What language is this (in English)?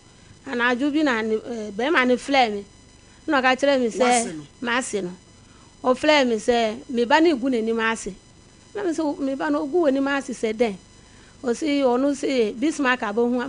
Akan